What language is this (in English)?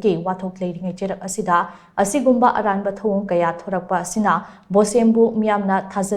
Manipuri